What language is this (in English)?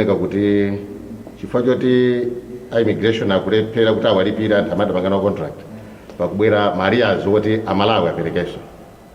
Nyanja